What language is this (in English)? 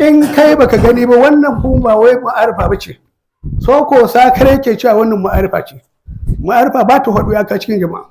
Hausa